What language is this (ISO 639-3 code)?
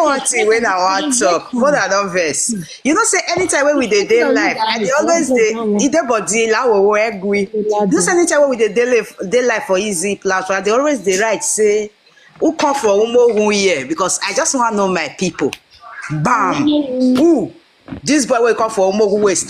pcm